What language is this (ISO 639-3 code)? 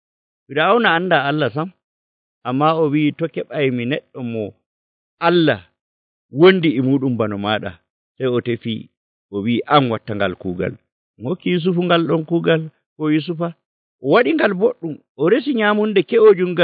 fuv